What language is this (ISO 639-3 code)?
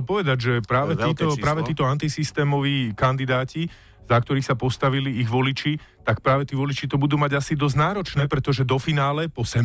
slk